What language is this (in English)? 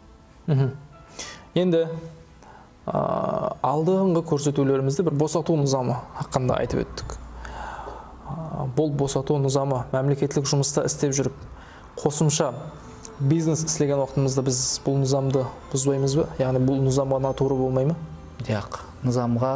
Kara-Kalpak